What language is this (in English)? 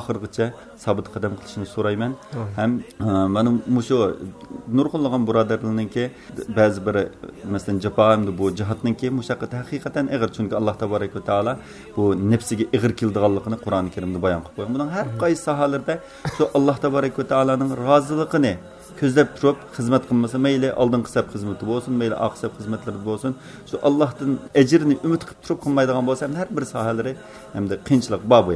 Uyghur